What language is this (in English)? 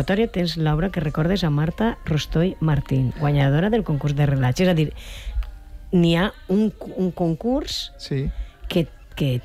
Catalan